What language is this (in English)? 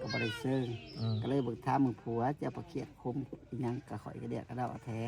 Northeastern Thai